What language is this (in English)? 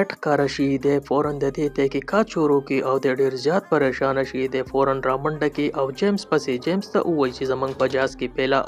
Pashto